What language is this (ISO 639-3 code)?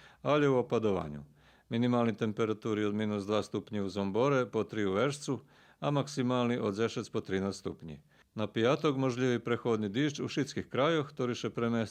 rue